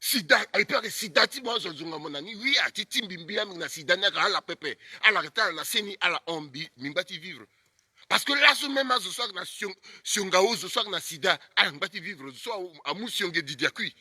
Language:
Sango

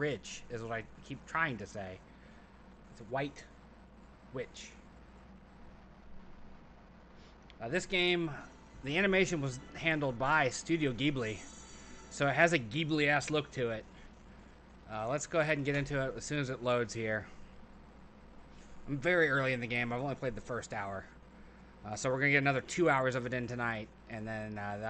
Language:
English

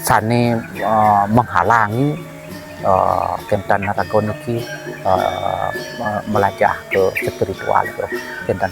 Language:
Balinese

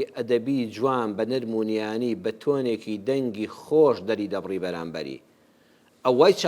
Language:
Central Kurdish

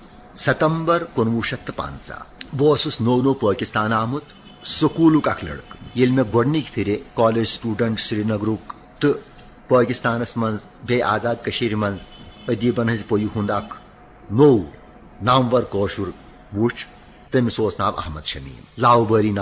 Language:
Kashmiri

